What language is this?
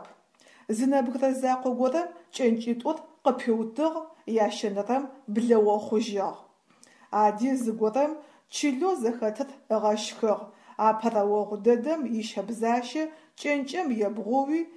Adyghe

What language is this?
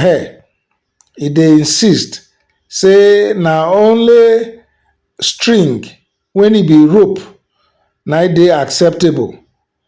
Nigerian Pidgin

